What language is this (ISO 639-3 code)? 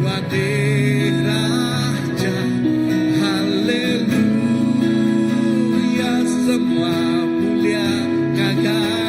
iba